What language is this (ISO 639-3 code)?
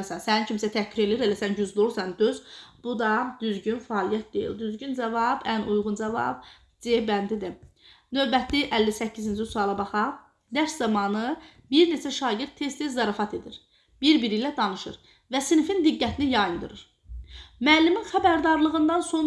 aze